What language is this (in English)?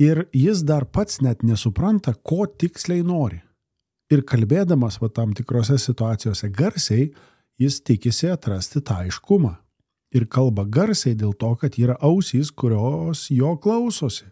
Lithuanian